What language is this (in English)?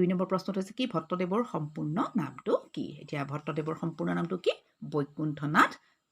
Assamese